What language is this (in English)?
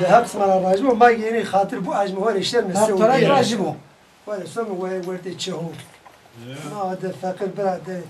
Zaza